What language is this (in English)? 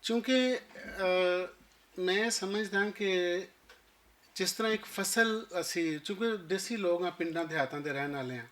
Western Panjabi